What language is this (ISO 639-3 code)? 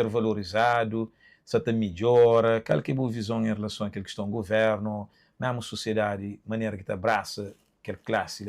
kea